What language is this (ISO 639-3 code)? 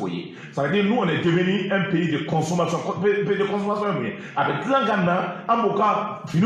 bam